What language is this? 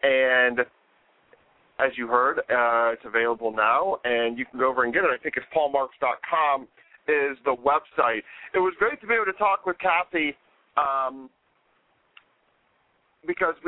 English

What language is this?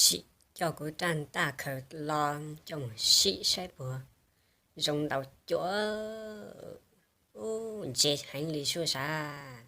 Hmong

